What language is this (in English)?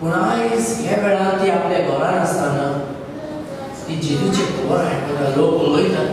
Konkani